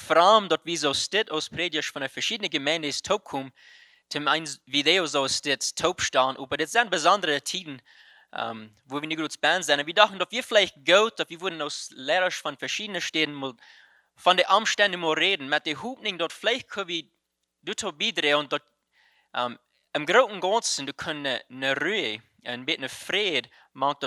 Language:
Plautdietsch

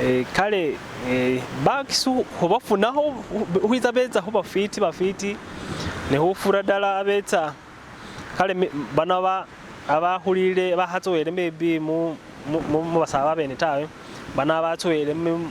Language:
Masaaba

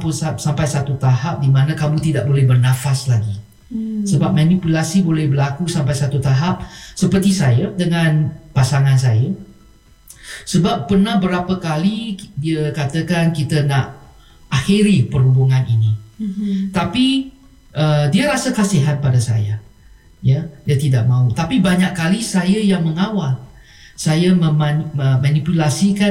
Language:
Malay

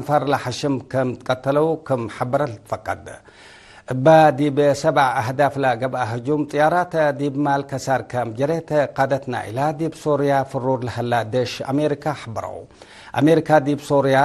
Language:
Tigre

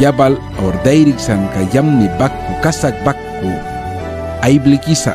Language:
Mískito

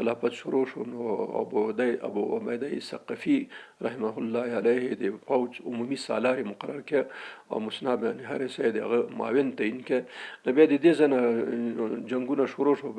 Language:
Pashto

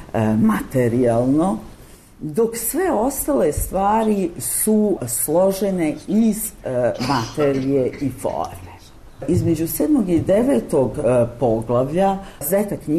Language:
Serbian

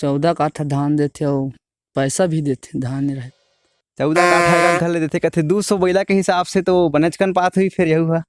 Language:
Chhattisgarhi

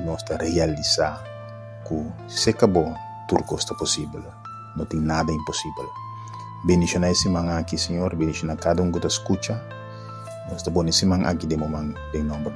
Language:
Papiamento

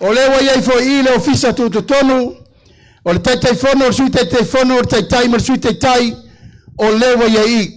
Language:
Samoan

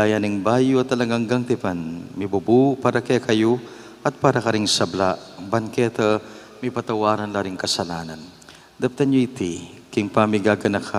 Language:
Pampanga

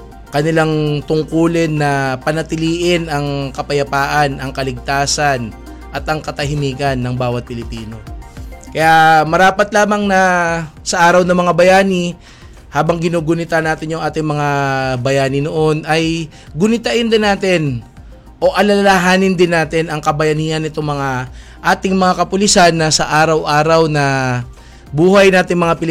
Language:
Filipino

